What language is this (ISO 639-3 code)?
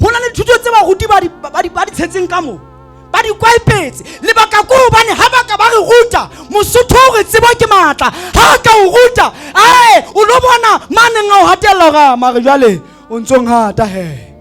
sot